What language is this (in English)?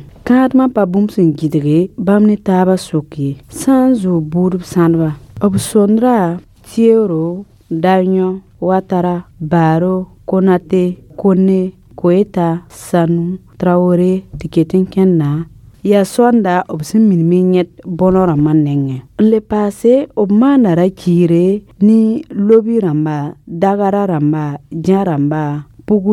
Mossi